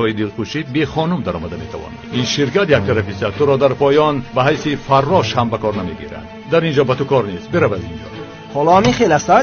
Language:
Tajik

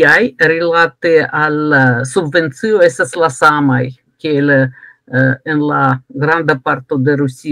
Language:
Esperanto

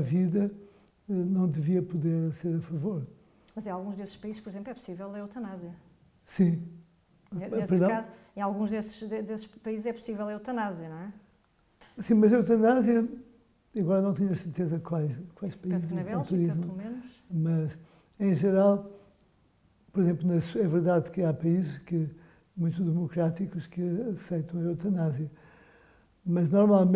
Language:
Portuguese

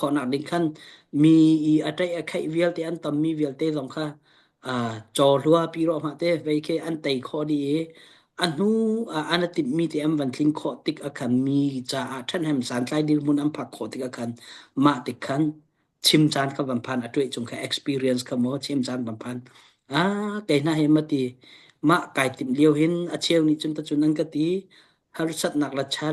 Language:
Hakha Chin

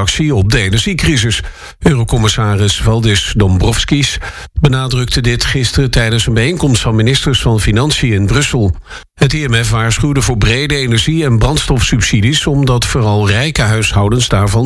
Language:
Dutch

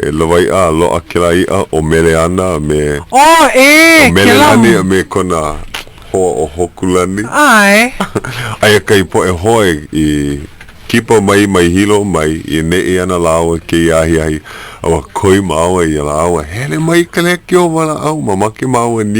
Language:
Hawaiian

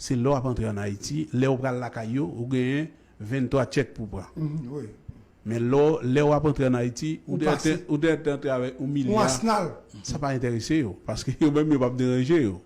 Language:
Haitian Creole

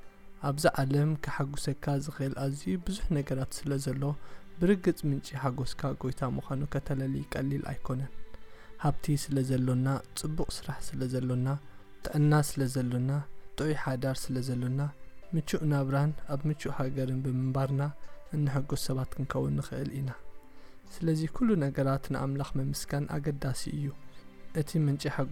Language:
Tigrinya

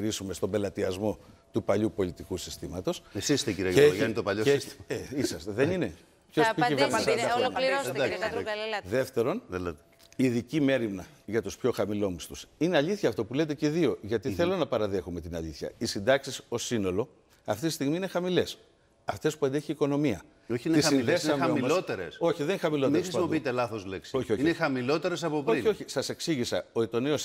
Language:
Greek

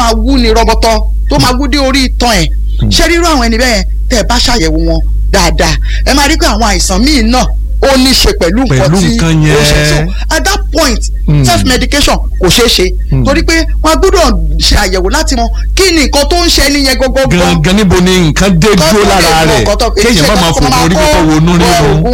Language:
Yoruba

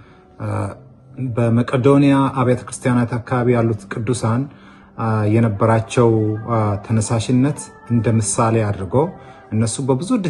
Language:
Amharic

